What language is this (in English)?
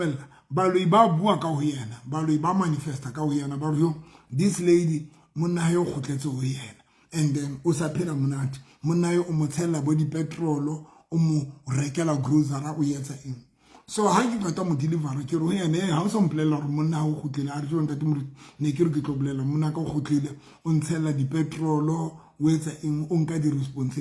Southern Sotho